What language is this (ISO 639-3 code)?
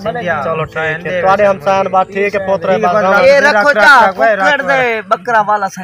skr